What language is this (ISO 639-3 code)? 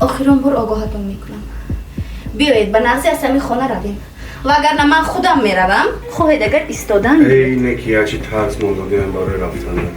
tgk